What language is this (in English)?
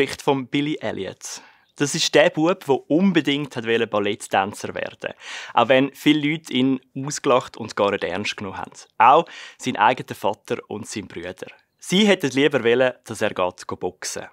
Swiss German